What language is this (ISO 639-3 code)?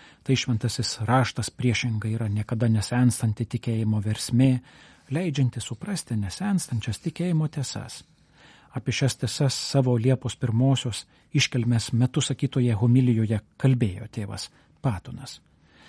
lit